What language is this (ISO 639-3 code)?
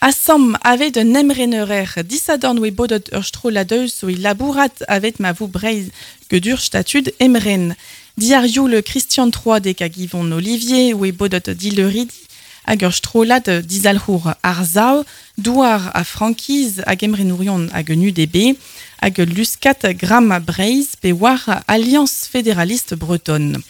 bre